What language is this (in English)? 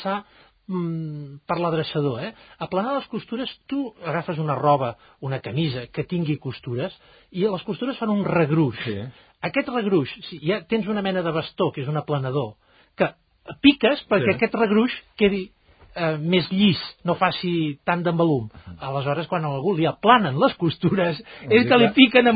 Catalan